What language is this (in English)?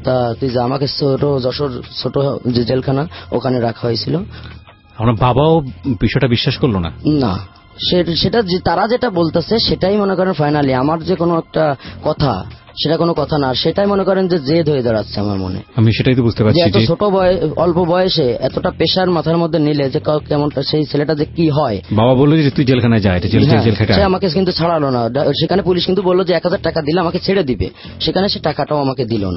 Bangla